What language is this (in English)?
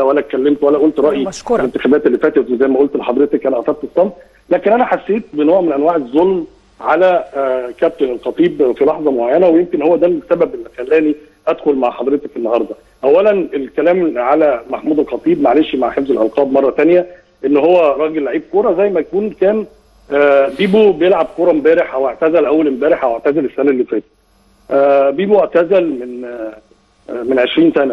Egyptian Arabic